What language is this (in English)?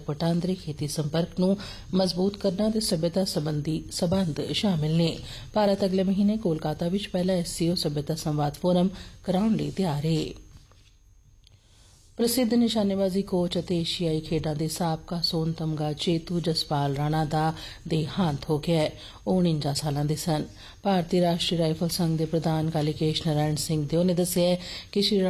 Punjabi